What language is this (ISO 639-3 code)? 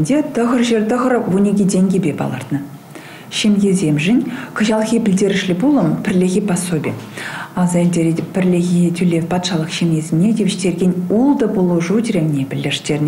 chv